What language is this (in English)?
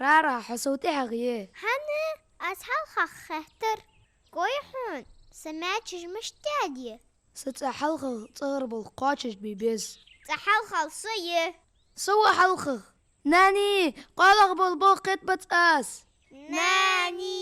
Ingush